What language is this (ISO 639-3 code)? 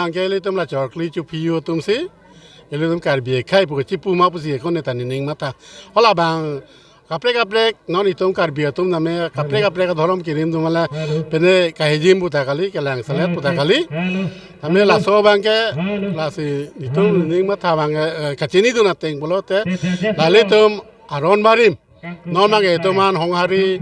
mjw